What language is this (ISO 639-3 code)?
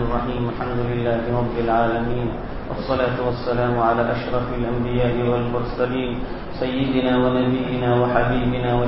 urd